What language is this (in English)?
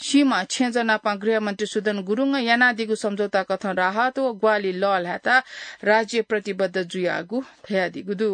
Newari